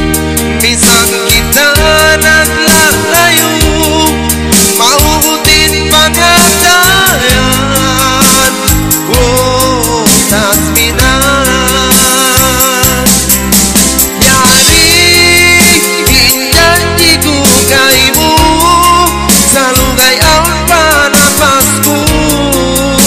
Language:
Tausug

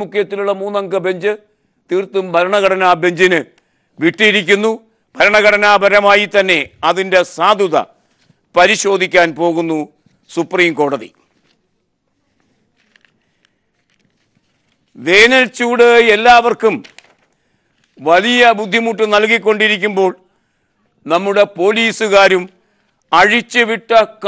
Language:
Malayalam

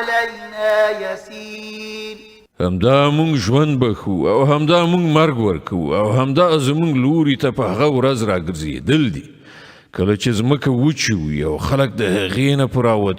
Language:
Pashto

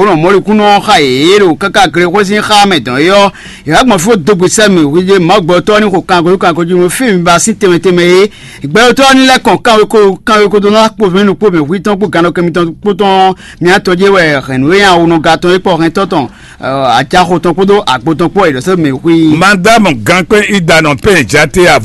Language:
Fon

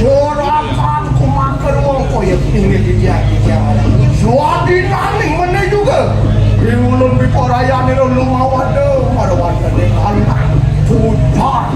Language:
Balinese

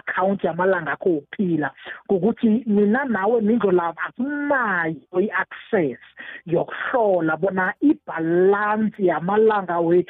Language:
South Ndebele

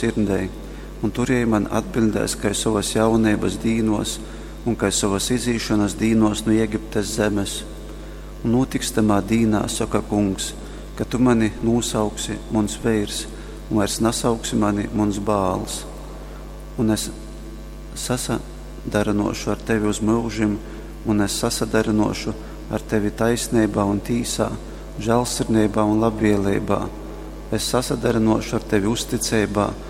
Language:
Latgalian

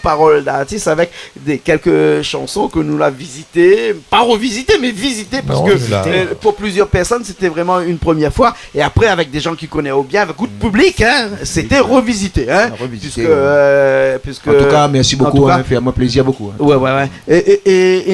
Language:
Réunion Creole French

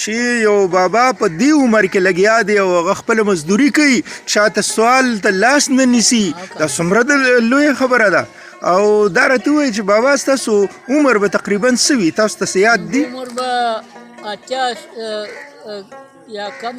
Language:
Pashto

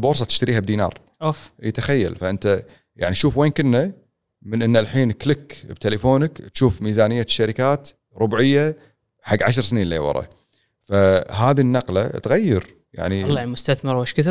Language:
Gulf Arabic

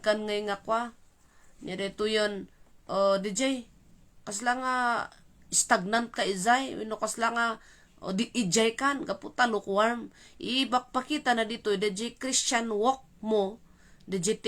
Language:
Iloko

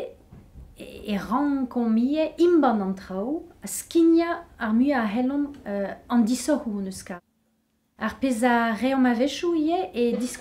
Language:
Breton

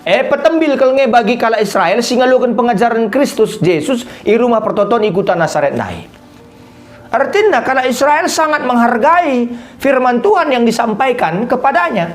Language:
Batak Karo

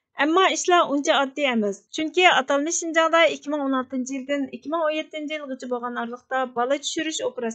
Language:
Uyghur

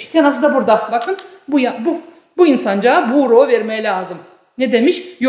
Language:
Gagauz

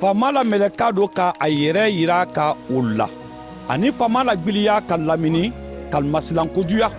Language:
Mandingo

